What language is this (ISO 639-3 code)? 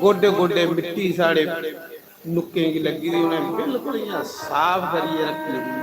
doi